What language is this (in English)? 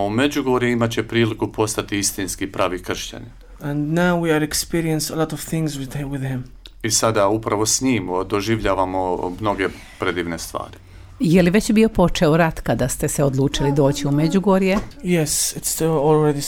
Croatian